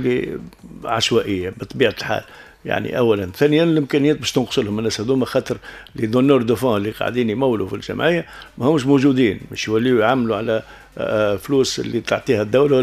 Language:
Tunisian Arabic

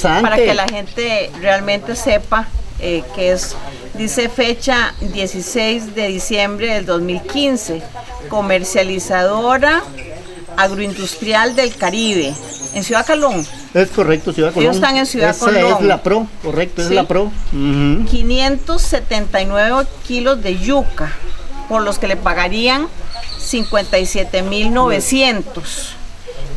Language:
Spanish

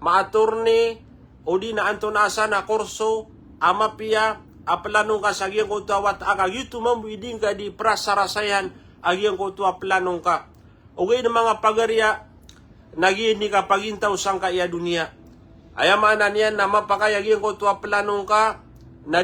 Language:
Maranao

